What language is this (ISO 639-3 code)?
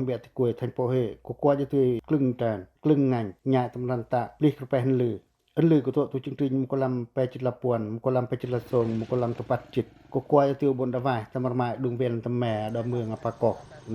pac